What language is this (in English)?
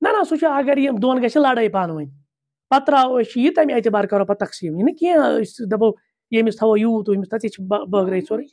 Kashmiri